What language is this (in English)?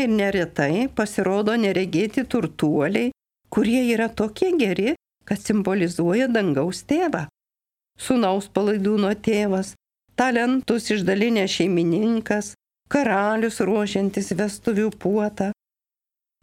Lithuanian